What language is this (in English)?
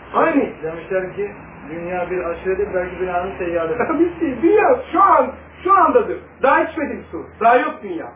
Turkish